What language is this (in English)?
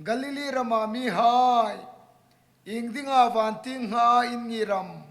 Hmar